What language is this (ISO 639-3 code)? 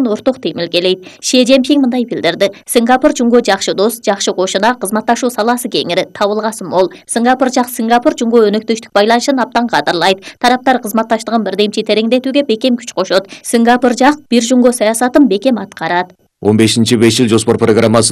kir